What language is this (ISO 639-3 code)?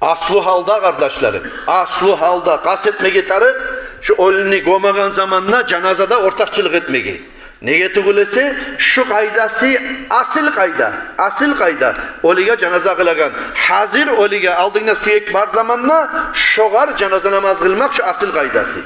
kum